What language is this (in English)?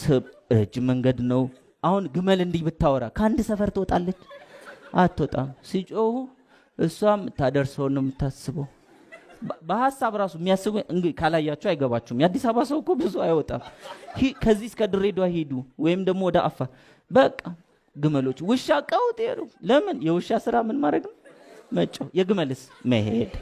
Amharic